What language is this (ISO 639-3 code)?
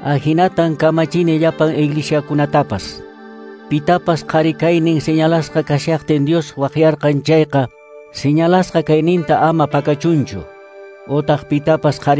que